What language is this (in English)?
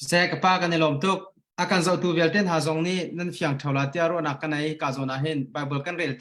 Hakha Chin